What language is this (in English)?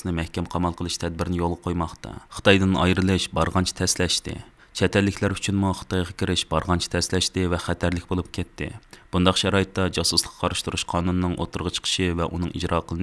Uyghur